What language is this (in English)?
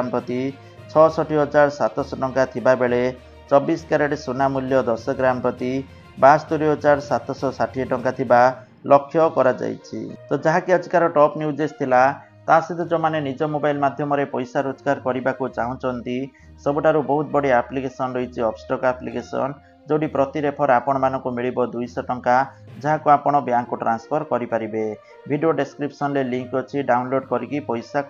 Odia